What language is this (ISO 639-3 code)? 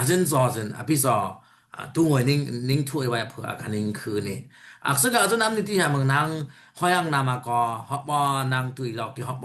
dis